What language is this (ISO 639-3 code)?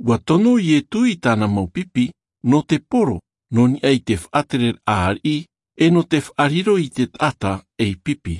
tah